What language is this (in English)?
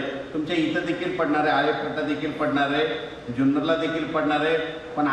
Marathi